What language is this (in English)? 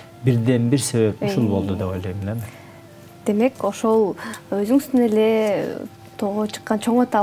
Kyrgyz